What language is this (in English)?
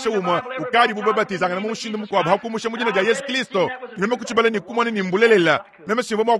Luba-Lulua